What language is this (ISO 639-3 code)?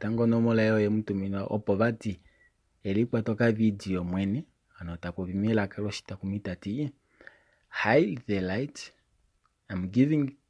kua